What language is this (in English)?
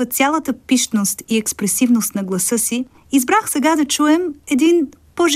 Bulgarian